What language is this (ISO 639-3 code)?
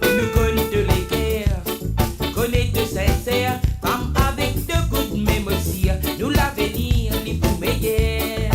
mfe